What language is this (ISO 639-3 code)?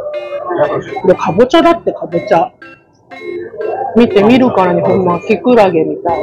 jpn